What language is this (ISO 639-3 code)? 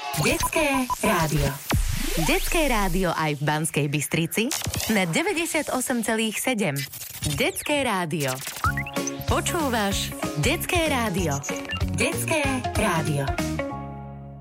slk